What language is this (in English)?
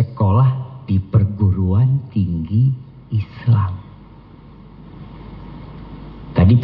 Indonesian